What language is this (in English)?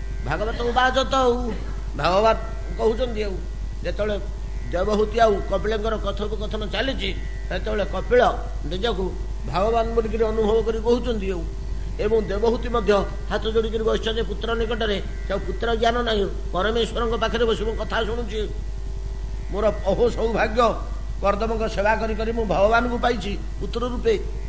Odia